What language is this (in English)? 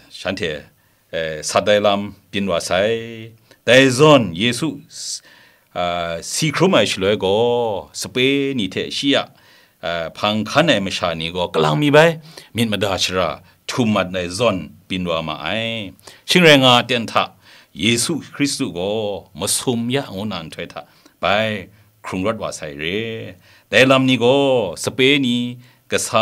Kachin